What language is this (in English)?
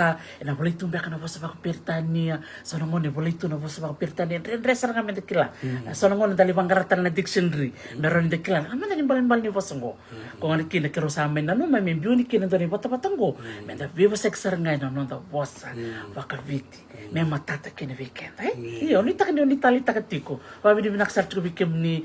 Fijian